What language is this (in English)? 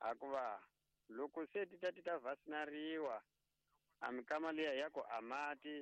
Tsonga